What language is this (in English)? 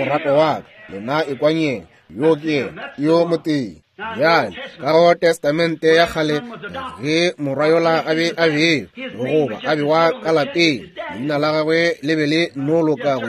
Northern Sotho